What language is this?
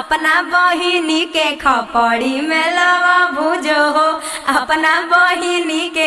Magahi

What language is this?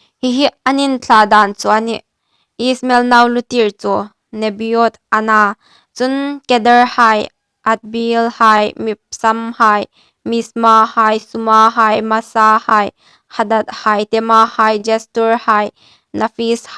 Hmar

